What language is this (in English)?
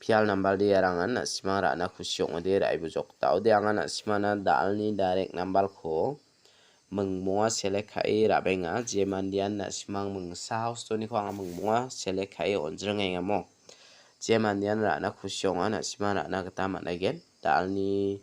Garo